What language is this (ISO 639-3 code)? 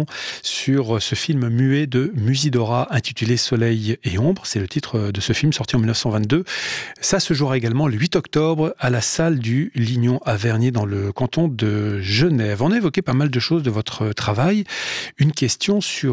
fra